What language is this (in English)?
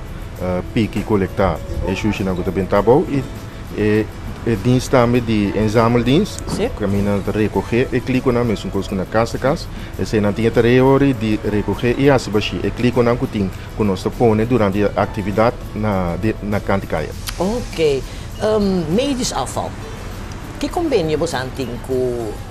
Papiamento